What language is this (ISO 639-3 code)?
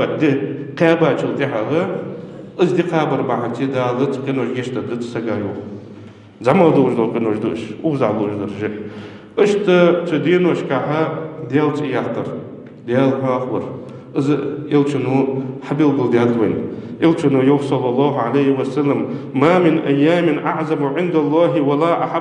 inh